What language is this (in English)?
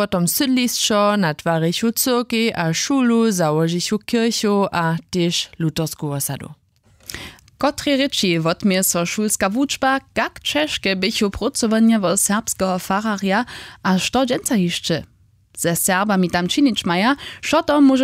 Upper Sorbian